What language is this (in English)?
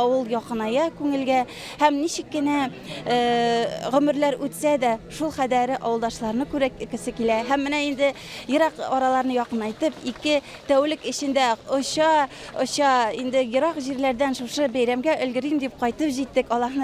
Bashkir